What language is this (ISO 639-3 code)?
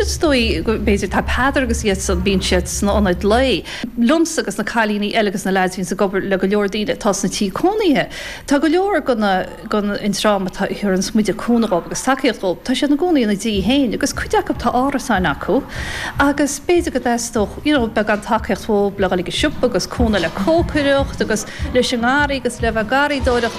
gle